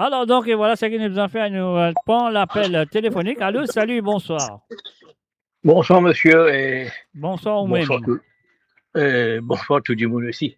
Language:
Morisyen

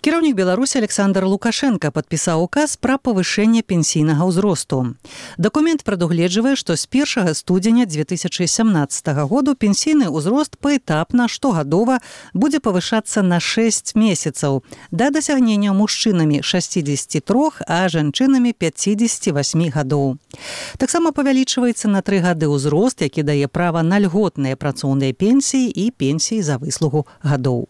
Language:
Belarusian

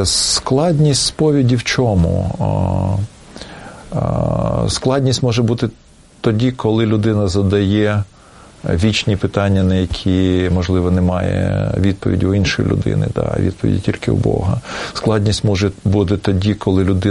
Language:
Ukrainian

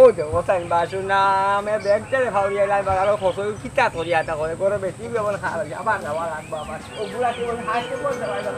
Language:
Sylheti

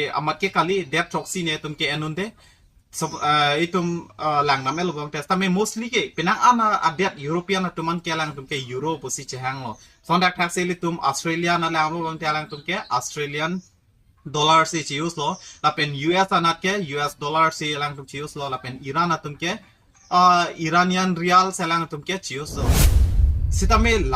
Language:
Karbi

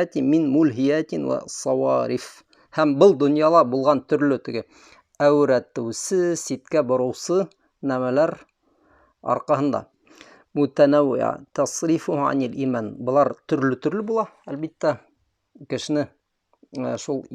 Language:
Bashkir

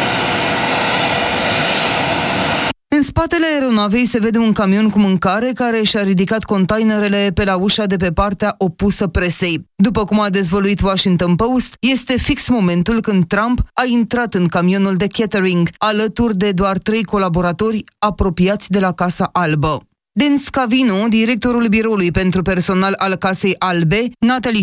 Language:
Romanian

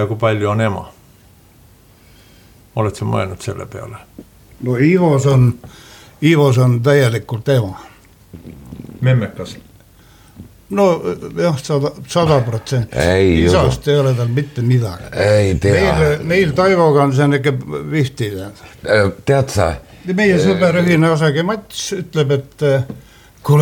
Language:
Estonian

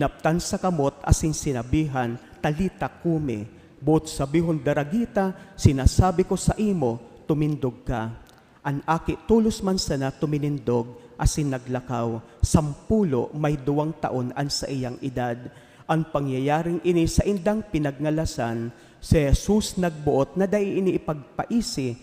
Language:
Bikol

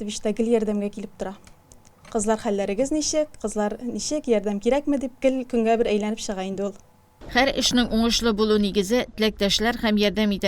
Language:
Tatar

